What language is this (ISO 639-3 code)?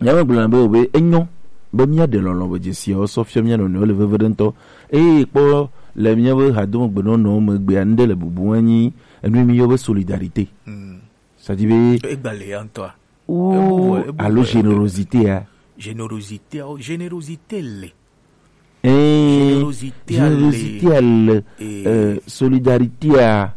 gej